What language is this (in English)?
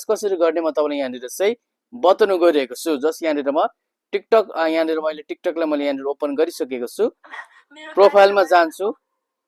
Nepali